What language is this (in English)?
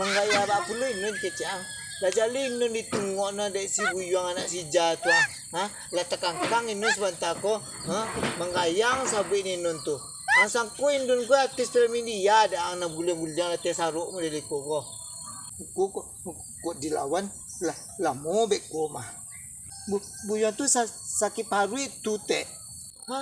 Minangkabau